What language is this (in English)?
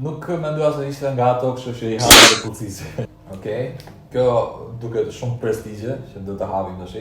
Albanian